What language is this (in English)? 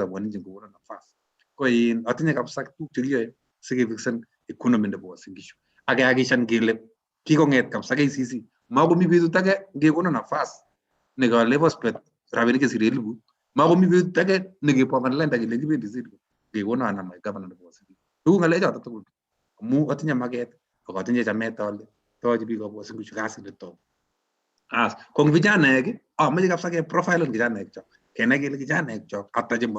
Kalenjin